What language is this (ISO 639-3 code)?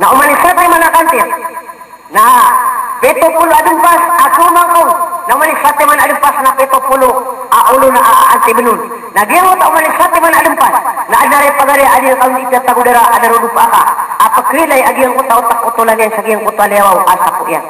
mrw